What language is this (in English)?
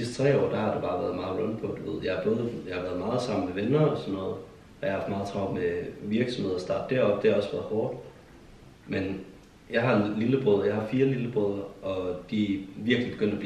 Danish